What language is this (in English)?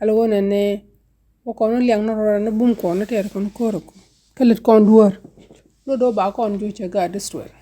Nuer